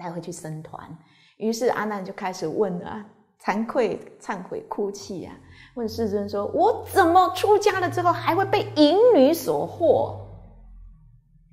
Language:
Chinese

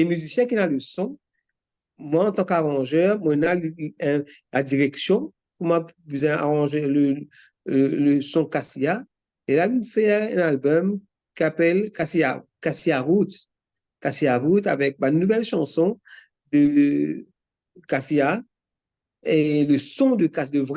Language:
Morisyen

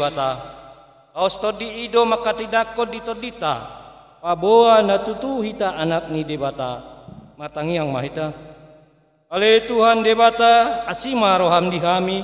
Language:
Batak Toba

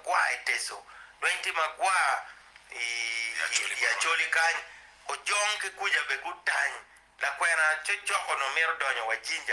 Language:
Acoli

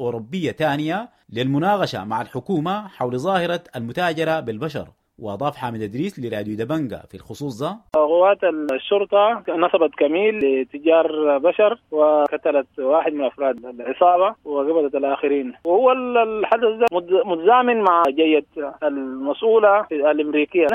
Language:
Sudanese Arabic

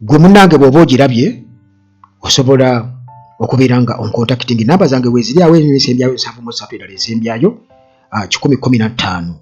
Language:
Ganda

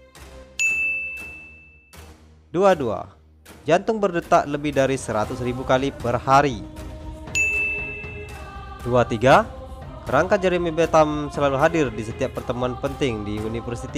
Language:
Indonesian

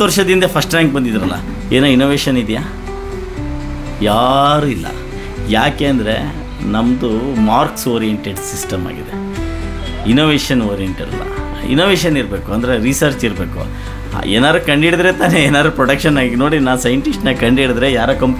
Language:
Kannada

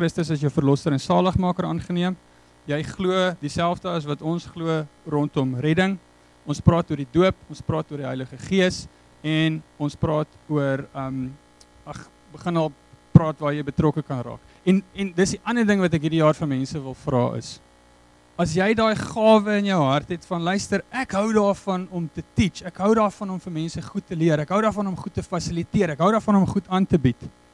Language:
Afrikaans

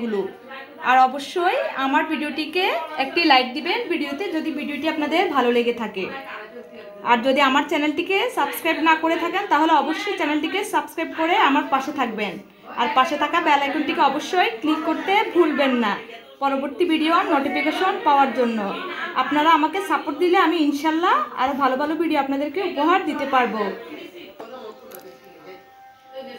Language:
Bangla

